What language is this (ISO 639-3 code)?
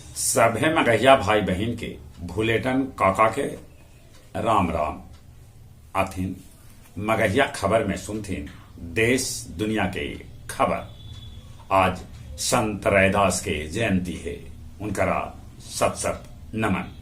mag